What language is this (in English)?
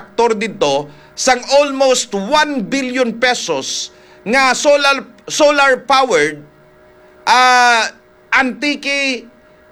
Hiligaynon